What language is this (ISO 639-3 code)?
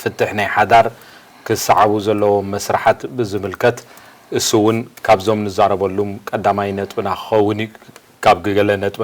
tir